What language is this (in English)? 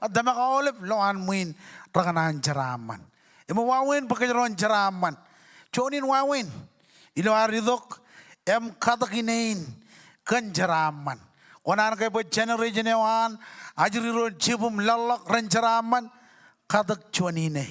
Marshallese